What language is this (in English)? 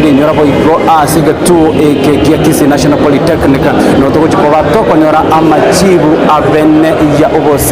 Gusii